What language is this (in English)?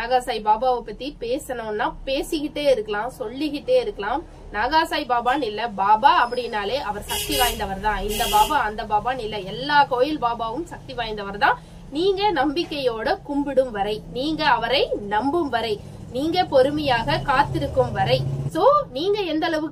Tamil